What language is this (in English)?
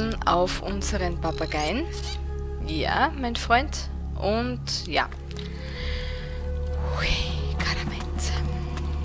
German